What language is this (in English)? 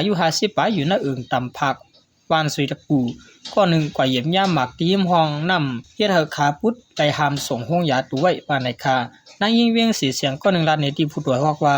Shan